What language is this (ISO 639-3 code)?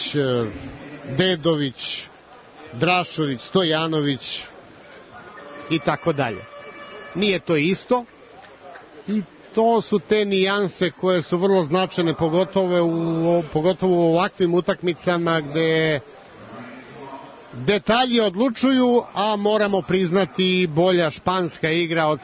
srp